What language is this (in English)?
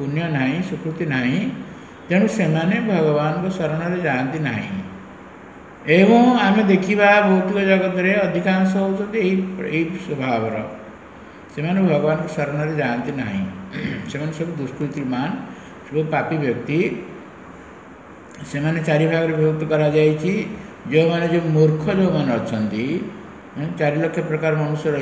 Odia